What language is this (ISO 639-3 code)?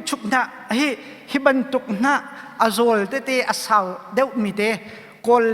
cnh